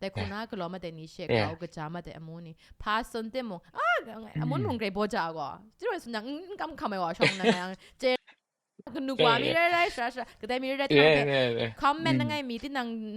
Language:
Kachin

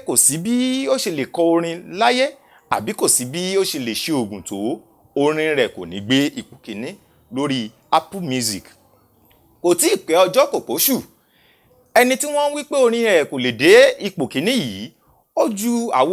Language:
Yoruba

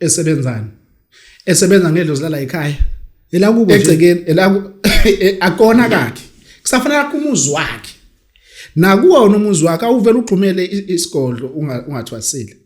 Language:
Zulu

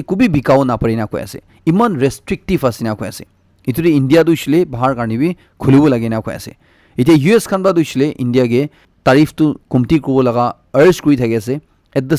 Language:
Naga Pidgin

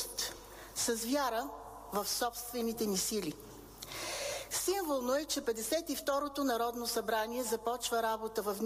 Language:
Bulgarian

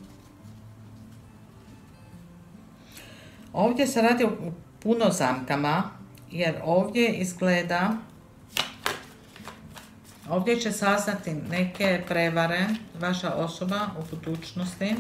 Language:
Croatian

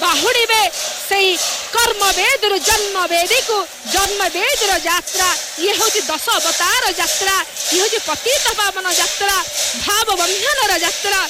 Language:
Odia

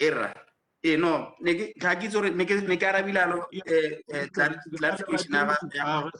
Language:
Tswana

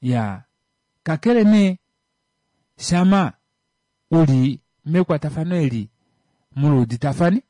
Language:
Kuanyama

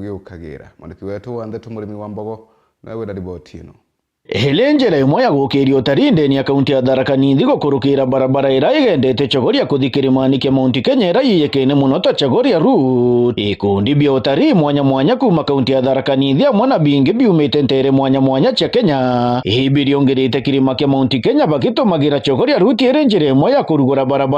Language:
Meru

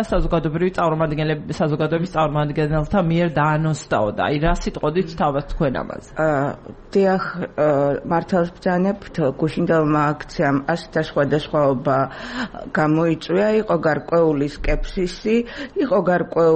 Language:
Georgian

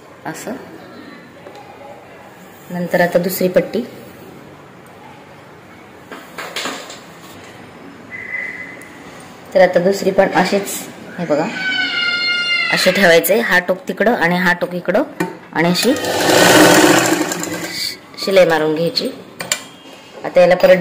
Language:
Marathi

